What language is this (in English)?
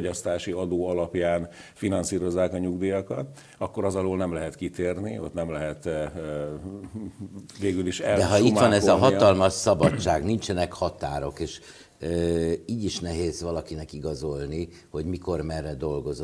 Hungarian